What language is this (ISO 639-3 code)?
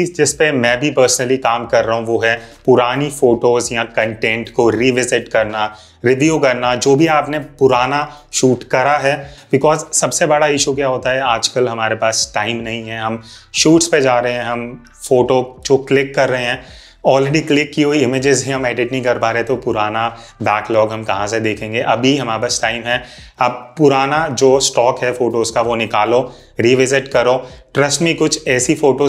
hin